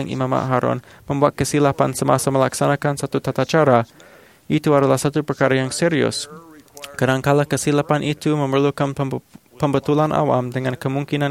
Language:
Malay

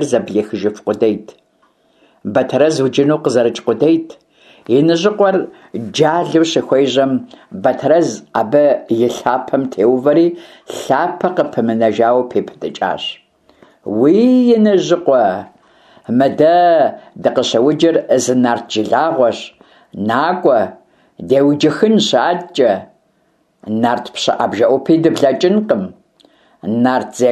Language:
Kabardian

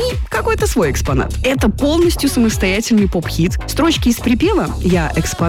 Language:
Russian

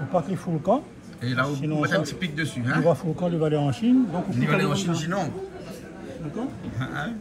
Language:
Réunion Creole French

